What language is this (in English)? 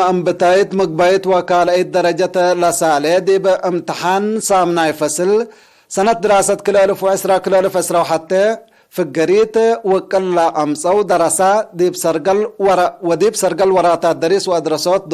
Tigre